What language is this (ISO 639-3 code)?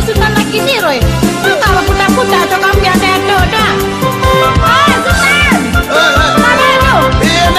min